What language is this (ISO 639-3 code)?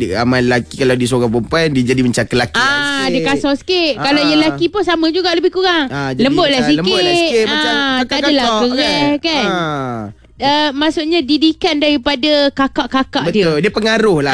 msa